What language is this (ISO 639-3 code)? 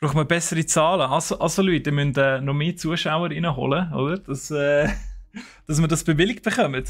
gsw